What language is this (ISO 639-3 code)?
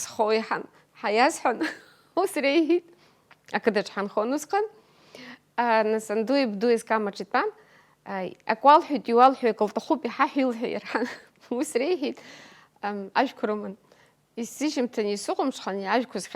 abk